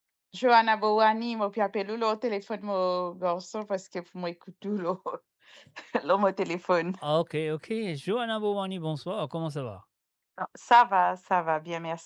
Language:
Morisyen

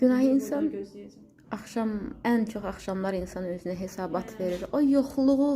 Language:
Azerbaijani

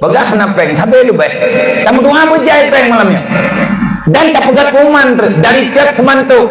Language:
Achinese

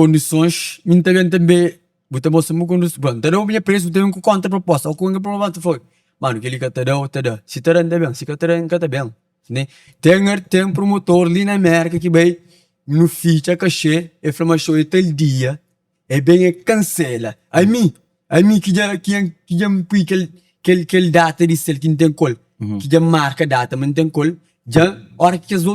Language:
Kabuverdianu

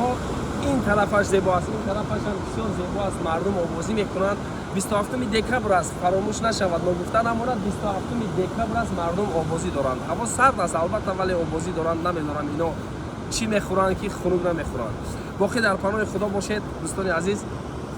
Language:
Tajik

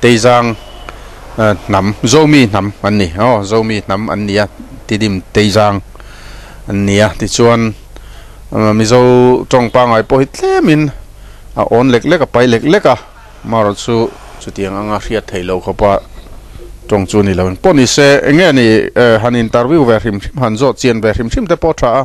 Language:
Mizo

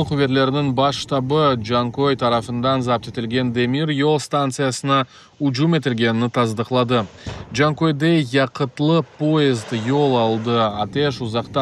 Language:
Crimean Tatar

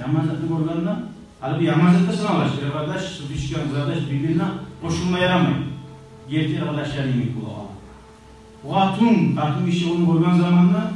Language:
Kumyk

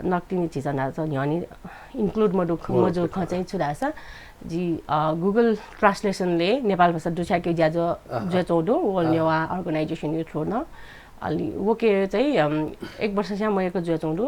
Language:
Newari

